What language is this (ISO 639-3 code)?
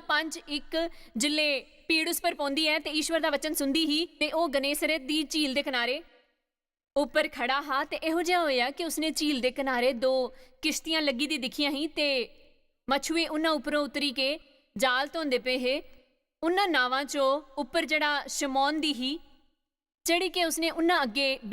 doi